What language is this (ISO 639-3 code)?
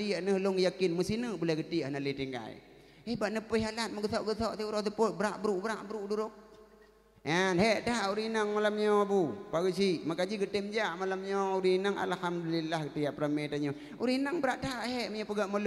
ace